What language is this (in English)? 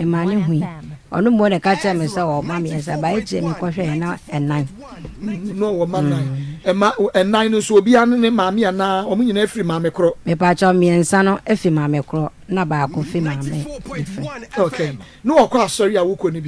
Akan